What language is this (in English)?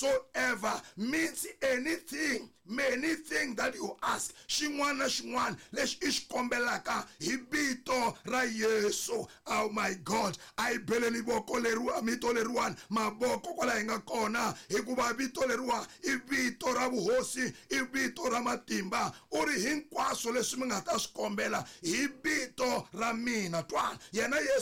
Tsonga